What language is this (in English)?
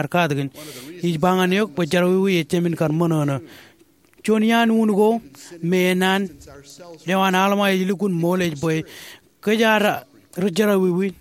Marshallese